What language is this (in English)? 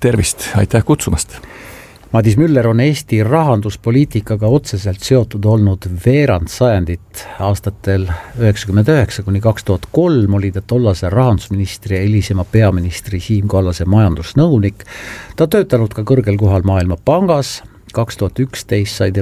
Estonian